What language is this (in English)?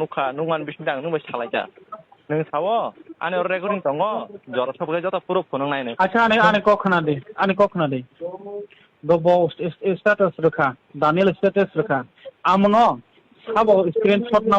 Kok Borok